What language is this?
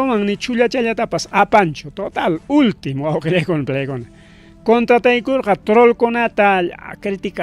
Ayacucho Quechua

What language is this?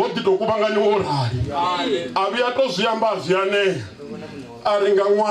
Venda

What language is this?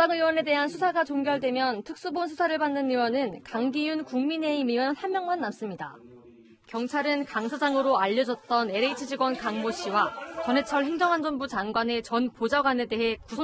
Korean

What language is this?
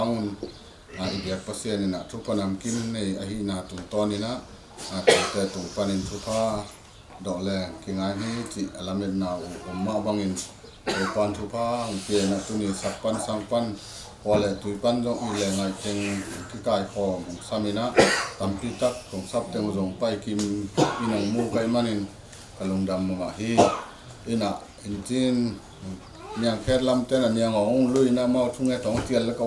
Tedim Chin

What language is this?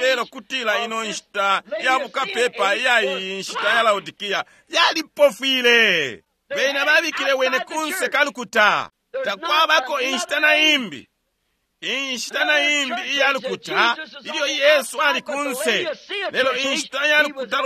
Bemba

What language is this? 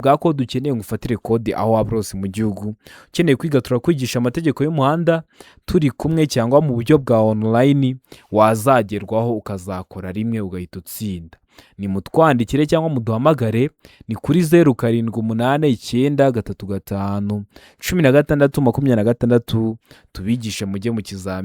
Kinyarwanda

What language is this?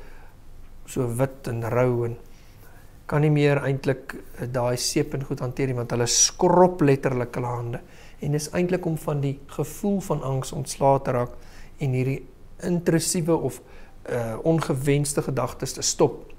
Afrikaans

